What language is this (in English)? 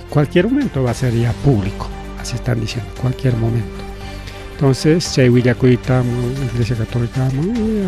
Ayacucho Quechua